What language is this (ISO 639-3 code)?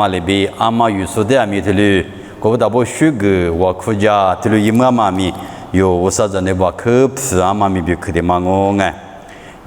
lis